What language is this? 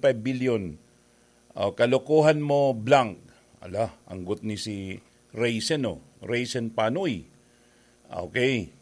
Bikol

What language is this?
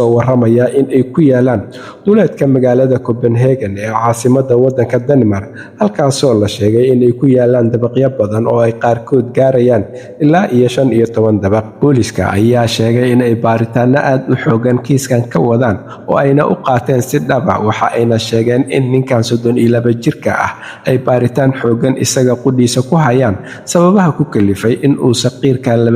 Somali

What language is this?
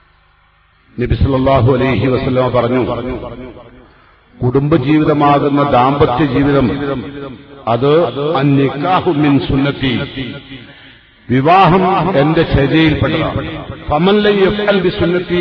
Malayalam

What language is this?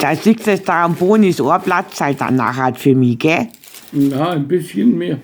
Bavarian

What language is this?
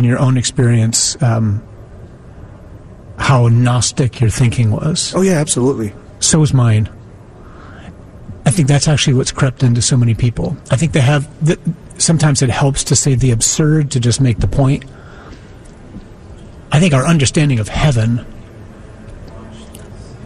English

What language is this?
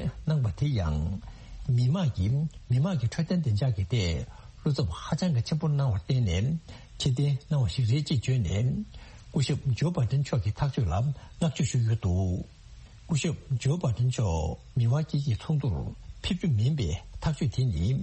Tibetan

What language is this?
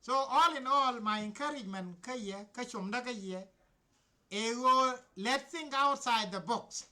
Nuer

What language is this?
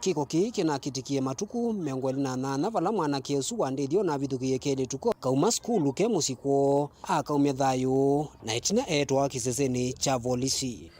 Kamba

